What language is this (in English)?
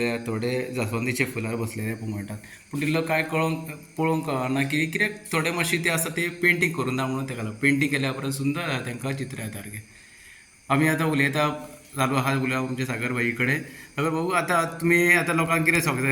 Konkani